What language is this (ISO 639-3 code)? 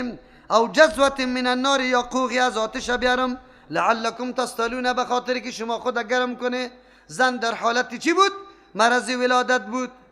fas